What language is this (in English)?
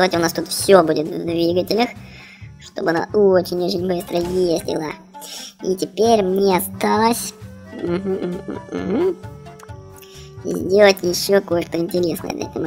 Russian